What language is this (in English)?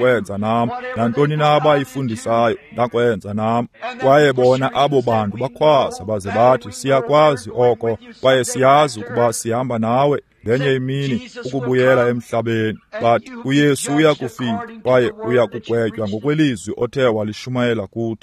Xhosa